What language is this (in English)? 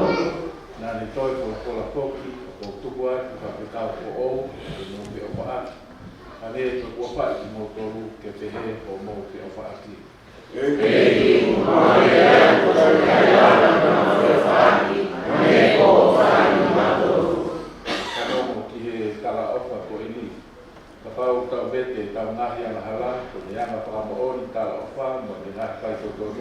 Tongan